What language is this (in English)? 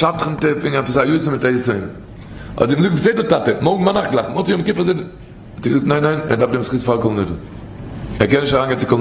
Yiddish